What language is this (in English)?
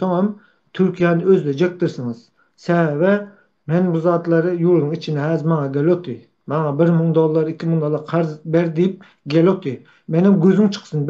Turkmen